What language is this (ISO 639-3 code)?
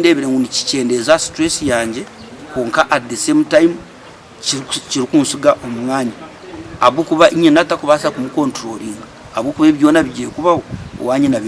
nyn